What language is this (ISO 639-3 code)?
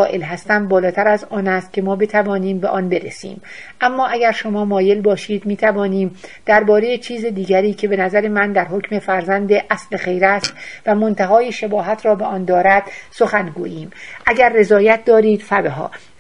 fas